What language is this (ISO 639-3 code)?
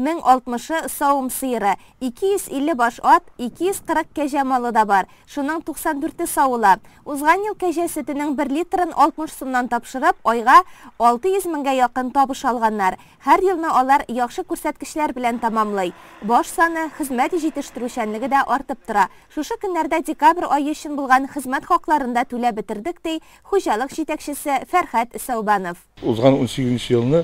tat